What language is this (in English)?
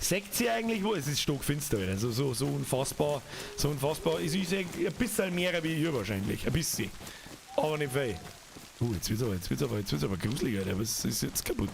Bavarian